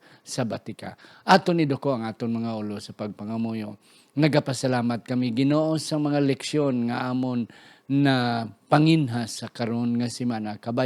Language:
Hiligaynon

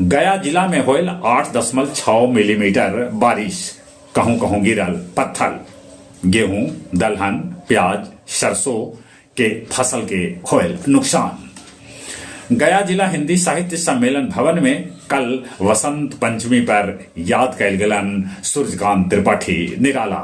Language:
Magahi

